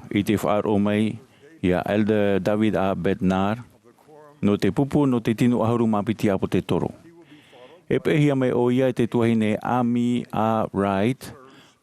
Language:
Tahitian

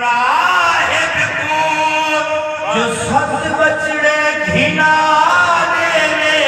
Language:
Saraiki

